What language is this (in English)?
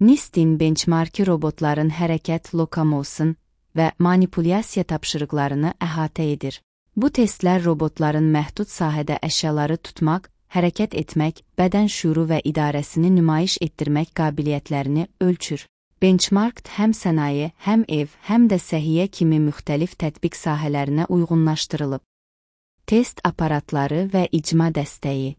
Azerbaijani